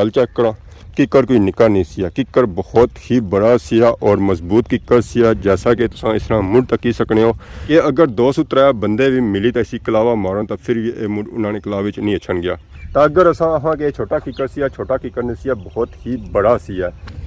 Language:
Pahari-Potwari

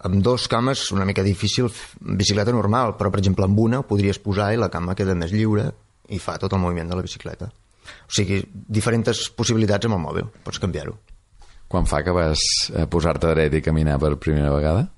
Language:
Catalan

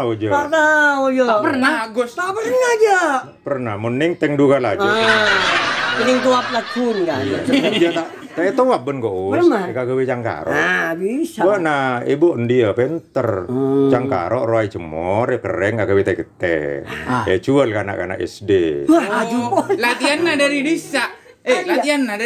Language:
Madurese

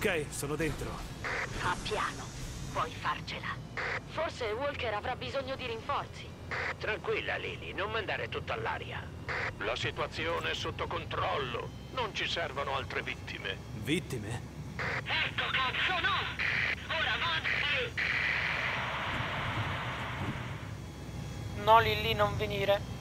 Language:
Italian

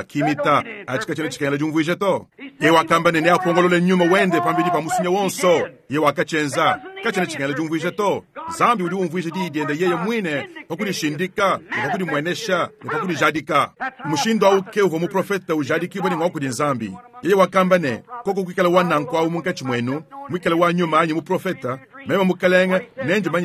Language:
Luba-Lulua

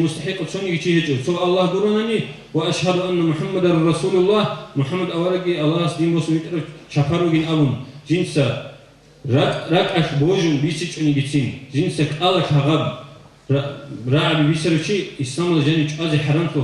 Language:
Avaric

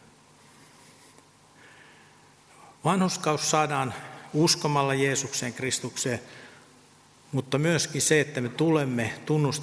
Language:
Finnish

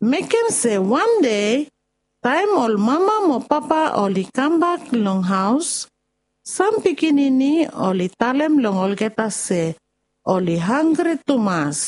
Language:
Bislama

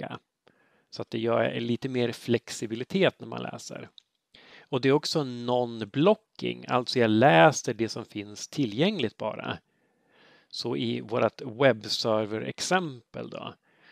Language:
Swedish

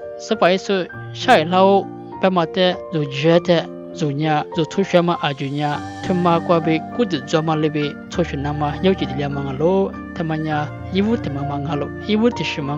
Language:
Lisu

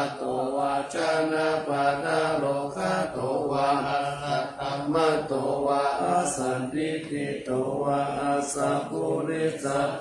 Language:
Pali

